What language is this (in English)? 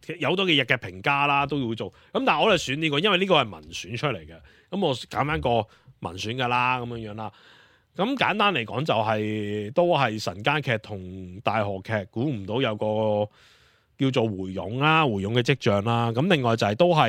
Cantonese